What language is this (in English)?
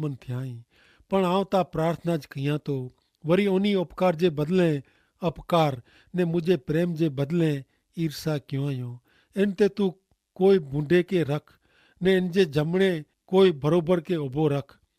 Kachhi